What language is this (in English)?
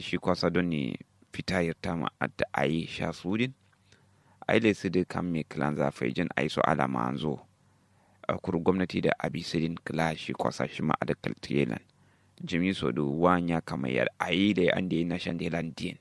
Kanuri